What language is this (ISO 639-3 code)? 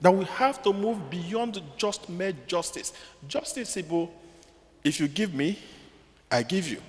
ibo